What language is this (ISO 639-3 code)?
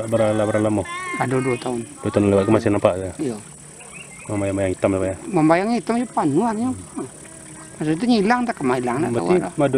min